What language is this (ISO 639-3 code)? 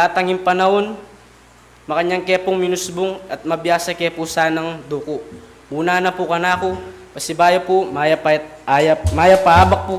pam